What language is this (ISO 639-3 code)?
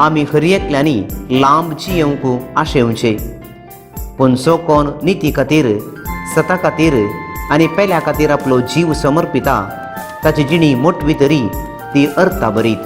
kok